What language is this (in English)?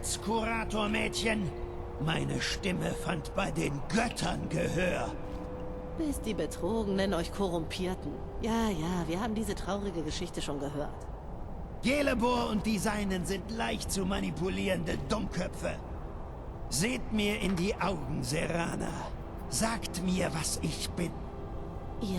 Bavarian